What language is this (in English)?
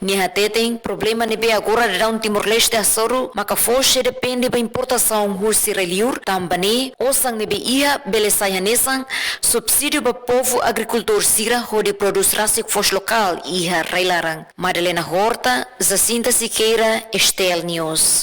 Tetum